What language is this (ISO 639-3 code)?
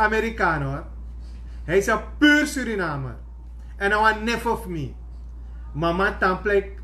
srn